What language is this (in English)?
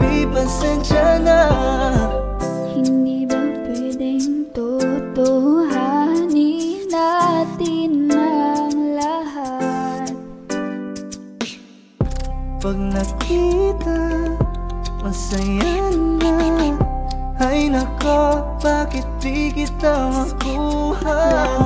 Filipino